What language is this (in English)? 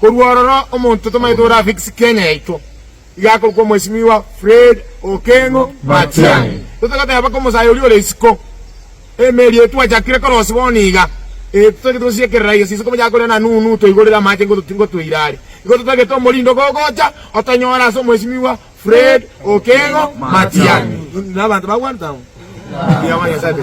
Gusii